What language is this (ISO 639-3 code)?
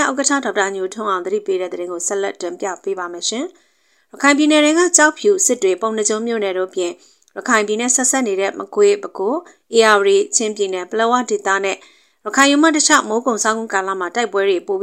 mya